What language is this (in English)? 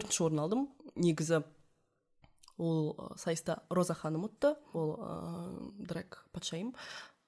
Kazakh